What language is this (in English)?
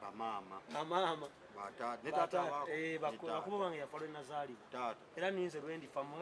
Ganda